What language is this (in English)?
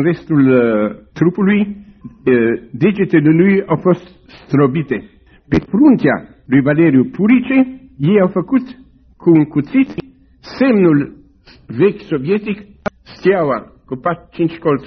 Romanian